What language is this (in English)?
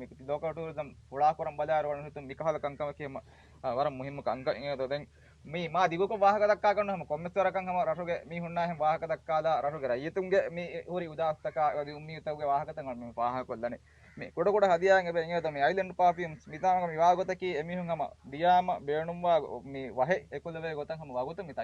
Divehi